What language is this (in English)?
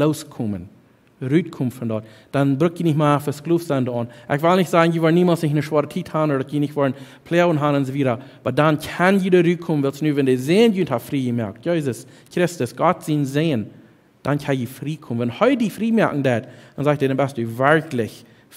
Plautdietsch